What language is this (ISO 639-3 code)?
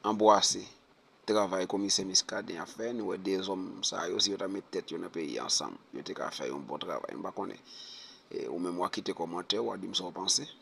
hat